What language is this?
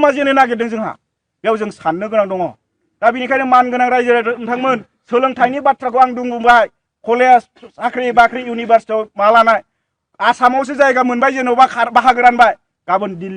Bodo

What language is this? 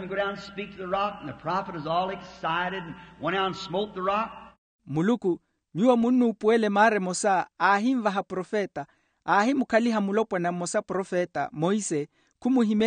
Makhuwa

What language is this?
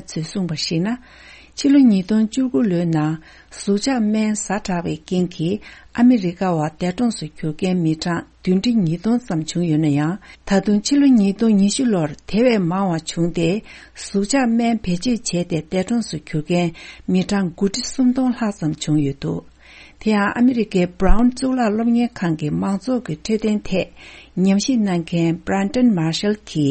Tibetan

